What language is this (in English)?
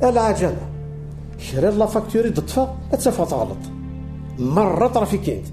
Kabyle